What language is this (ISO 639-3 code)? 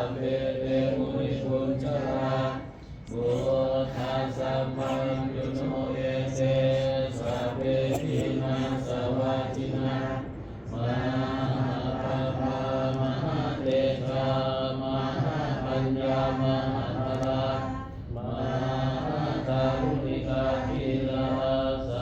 pli